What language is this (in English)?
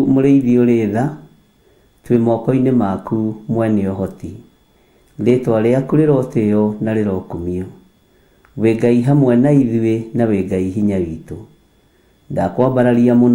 Kikuyu